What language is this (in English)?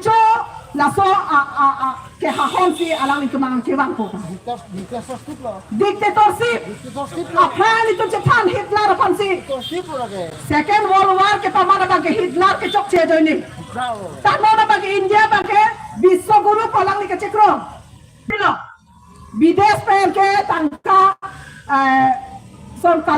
Karbi